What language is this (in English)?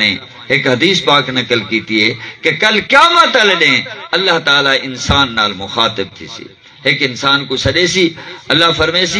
Saraiki